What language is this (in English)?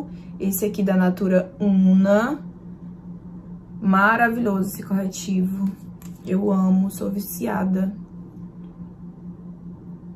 Portuguese